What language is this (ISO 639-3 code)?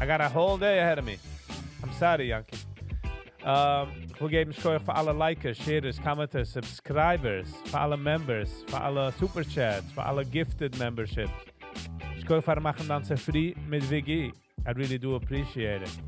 yid